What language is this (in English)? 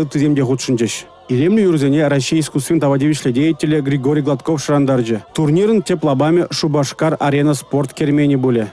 Chuvash